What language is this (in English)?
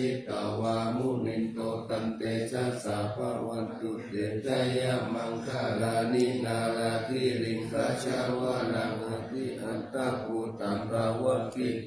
Pali